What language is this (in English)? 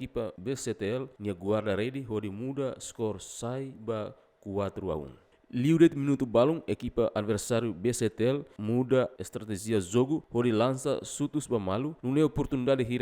Tetum